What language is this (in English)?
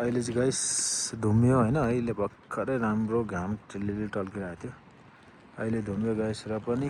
Nepali